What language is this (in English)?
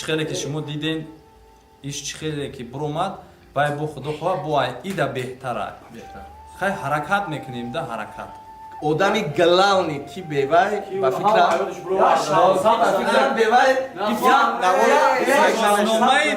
Tajik